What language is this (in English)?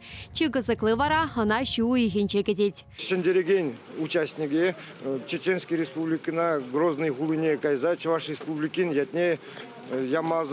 Chuvash